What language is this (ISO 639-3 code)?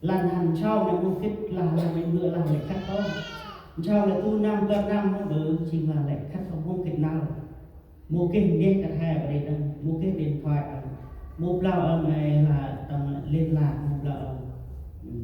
cmo